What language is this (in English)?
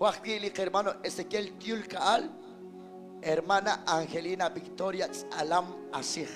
Kekchí